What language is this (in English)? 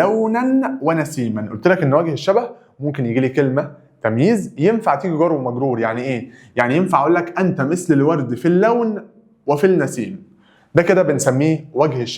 Egyptian Arabic